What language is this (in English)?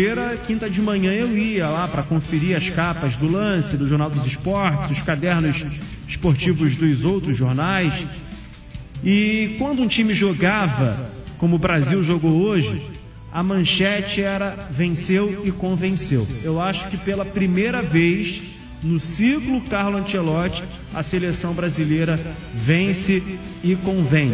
Portuguese